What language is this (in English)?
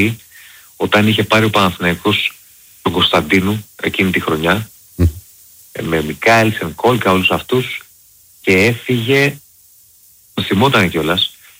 Greek